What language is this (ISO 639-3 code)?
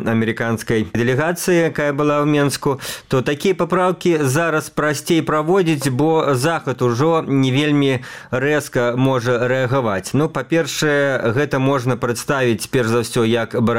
bel